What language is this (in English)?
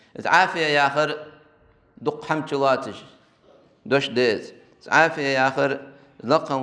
Ingush